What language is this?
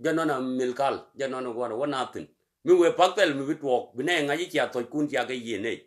Nuer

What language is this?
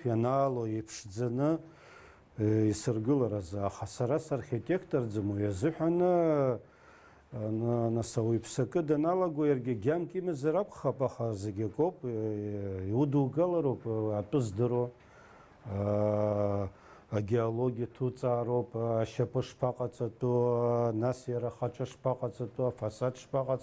Abkhazian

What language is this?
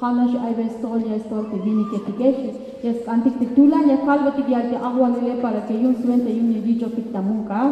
Tzeltal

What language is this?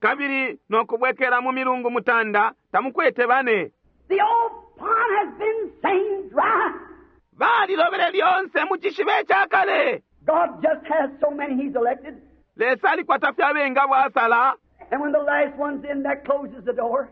Bemba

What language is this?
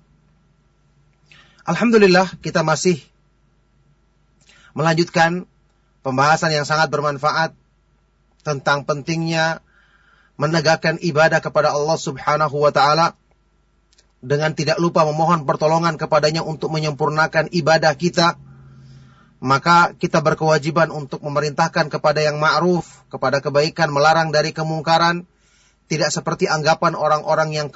Indonesian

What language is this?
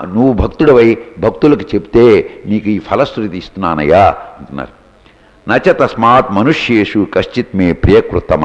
Telugu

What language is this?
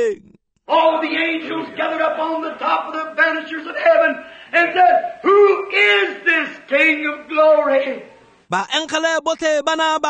Tswana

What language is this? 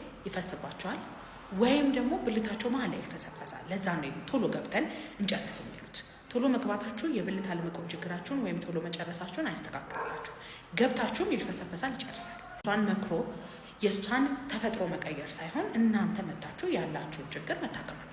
Amharic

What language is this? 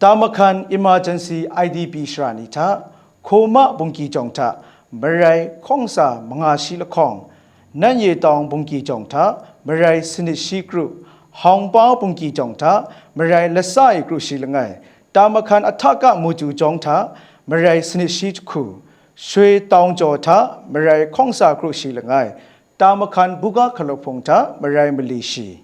Kachin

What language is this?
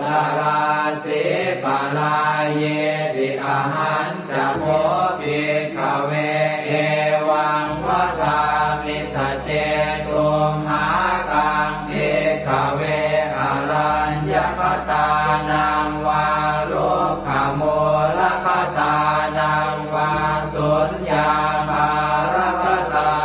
Pali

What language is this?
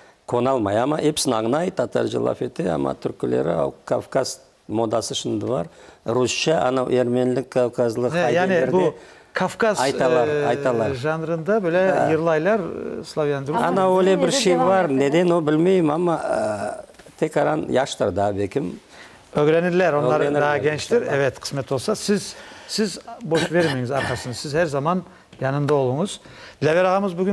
Crimean Tatar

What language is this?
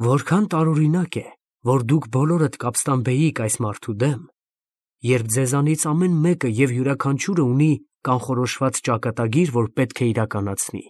Armenian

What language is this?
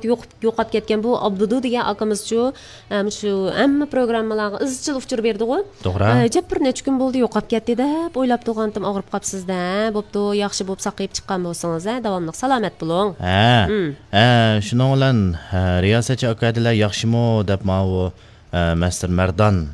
Uyghur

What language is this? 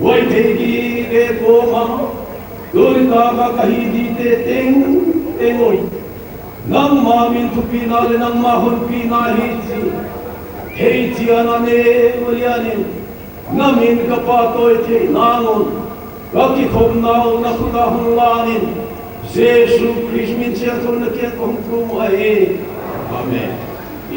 Paite Chin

